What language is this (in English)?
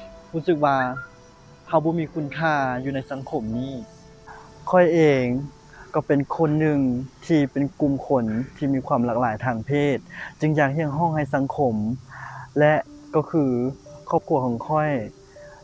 Lao